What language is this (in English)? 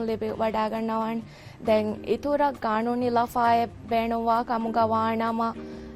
Divehi